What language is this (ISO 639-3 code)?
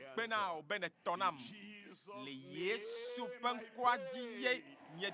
ewe